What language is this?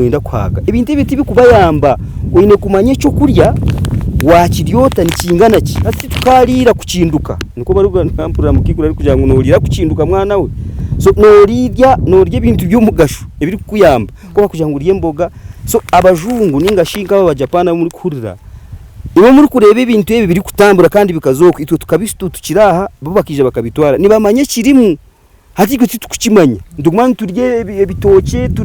Nyankole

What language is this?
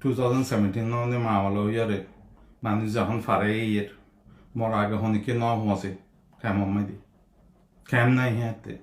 Rohingya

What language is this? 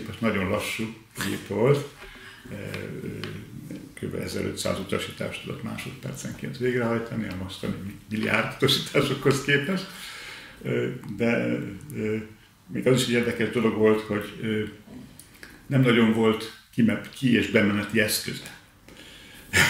Hungarian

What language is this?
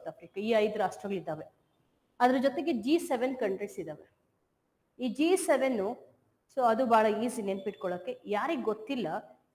Kannada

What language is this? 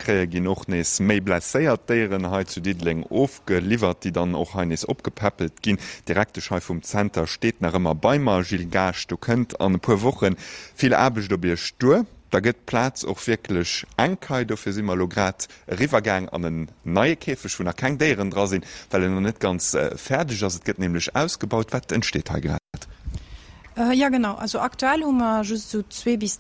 Luxembourgish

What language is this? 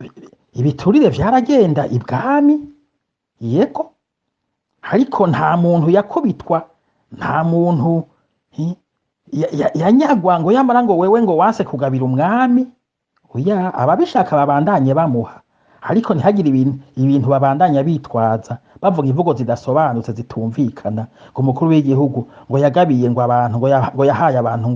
Rundi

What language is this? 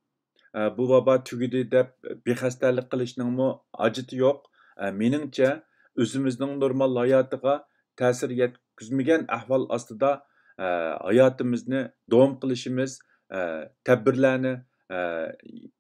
Uyghur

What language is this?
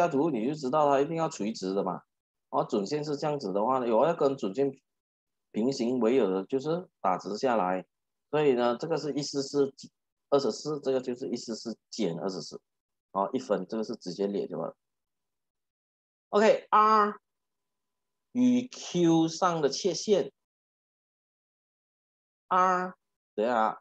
Chinese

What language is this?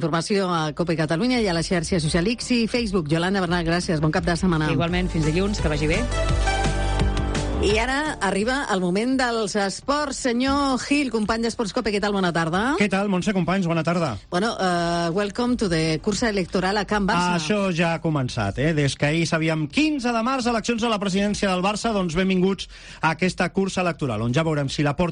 Catalan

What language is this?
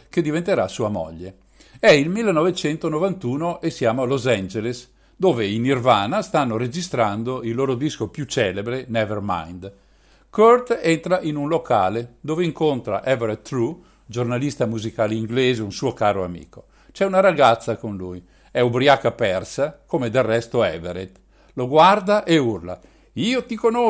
Italian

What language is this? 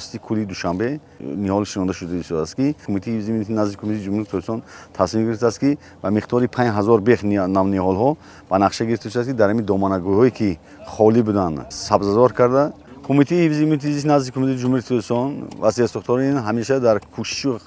Tajik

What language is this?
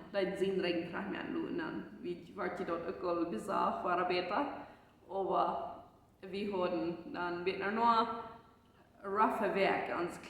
Plautdietsch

